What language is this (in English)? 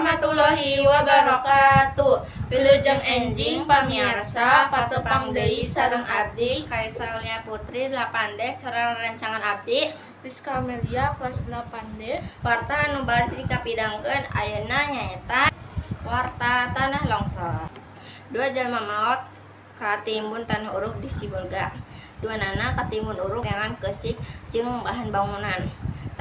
Sundanese